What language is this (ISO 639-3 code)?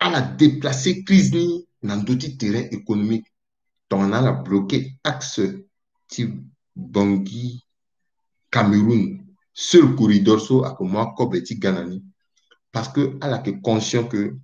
sag